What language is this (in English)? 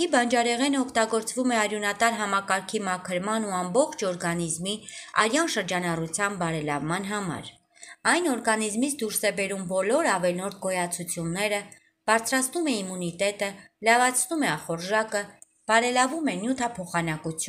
Armenian